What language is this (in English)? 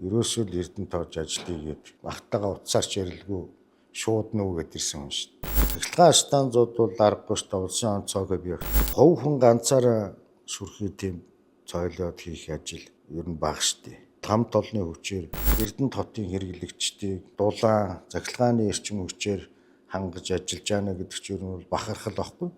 Mongolian